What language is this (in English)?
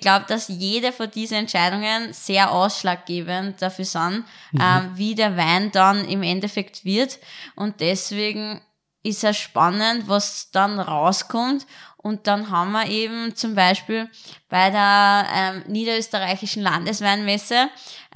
German